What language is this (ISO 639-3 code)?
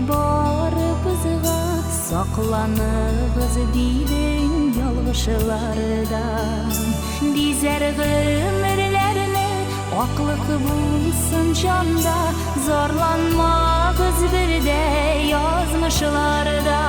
bak